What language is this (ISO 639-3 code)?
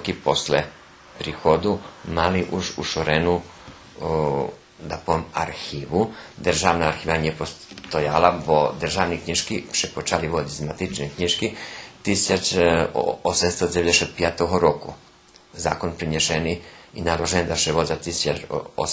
rue